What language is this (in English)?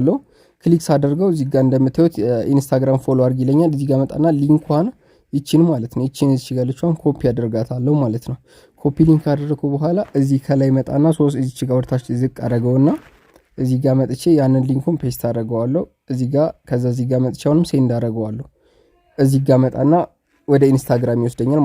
Amharic